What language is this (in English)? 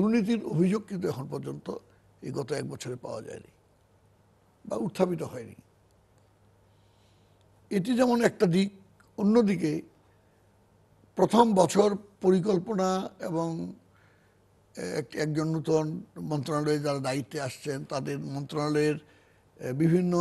Bangla